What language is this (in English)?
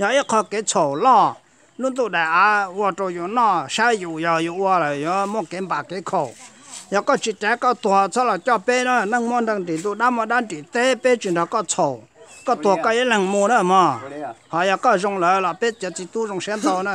Hmong